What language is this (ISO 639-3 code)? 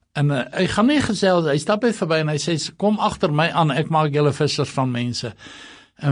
afr